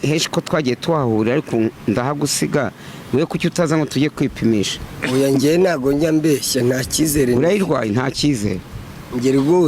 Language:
Kinyarwanda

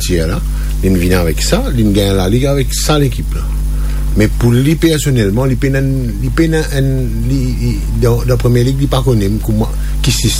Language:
Morisyen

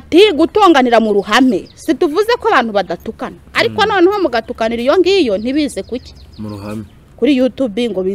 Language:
Kinyarwanda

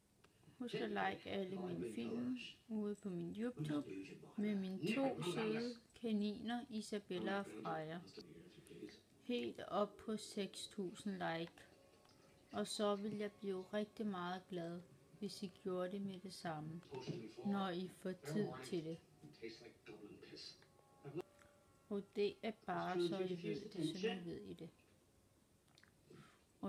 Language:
Danish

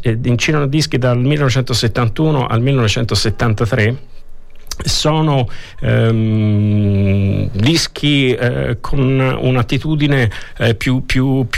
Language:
Italian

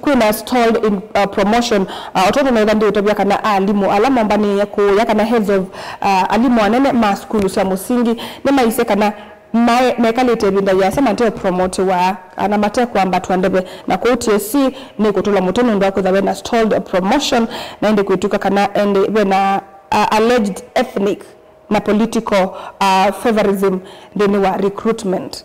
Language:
Kamba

